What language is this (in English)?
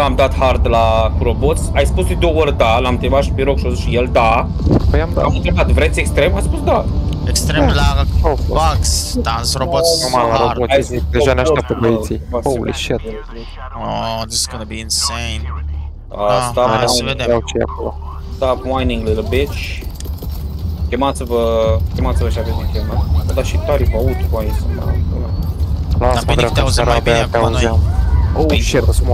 Romanian